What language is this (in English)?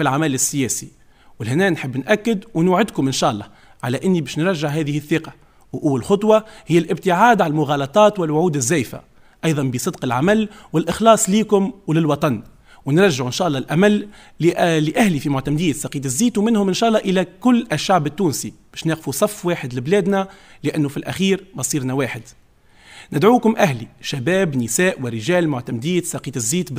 Tunisian Arabic